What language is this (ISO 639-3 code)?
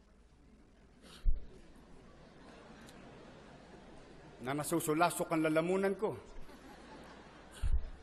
fil